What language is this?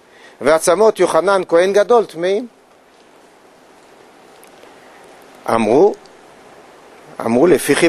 Hebrew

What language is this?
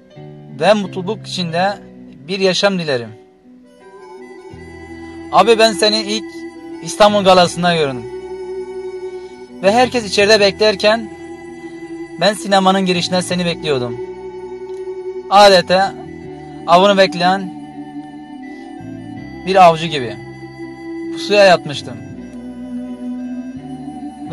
Turkish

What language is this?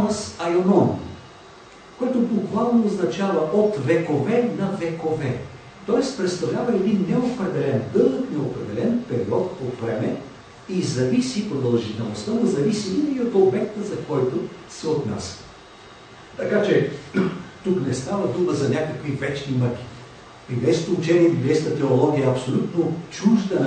Bulgarian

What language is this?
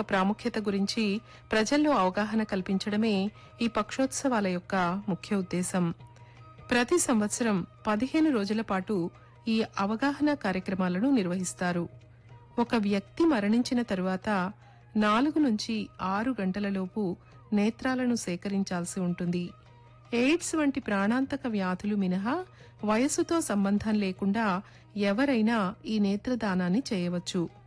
Telugu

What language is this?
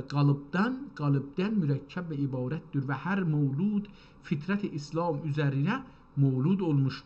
South Azerbaijani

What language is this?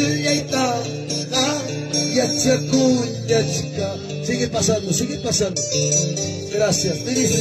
Ayacucho Quechua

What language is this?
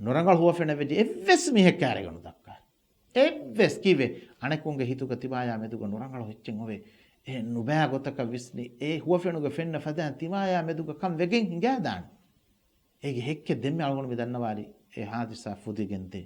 Divehi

